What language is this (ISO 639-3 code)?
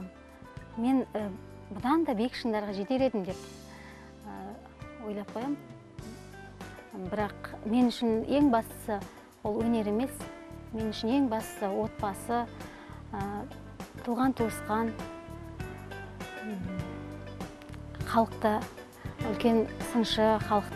kaz